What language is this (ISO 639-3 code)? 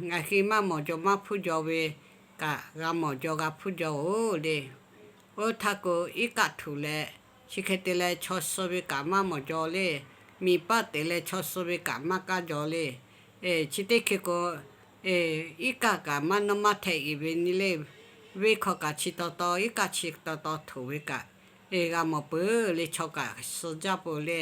lhu